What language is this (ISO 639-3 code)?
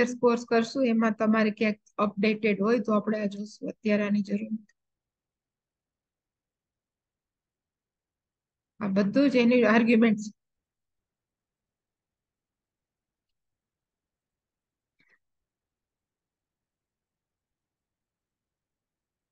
guj